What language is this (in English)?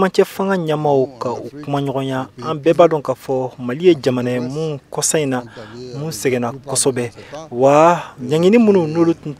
Bambara